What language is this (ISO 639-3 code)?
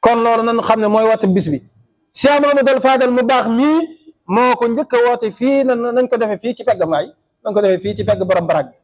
wol